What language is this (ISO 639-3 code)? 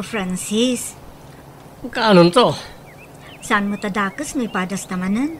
ilo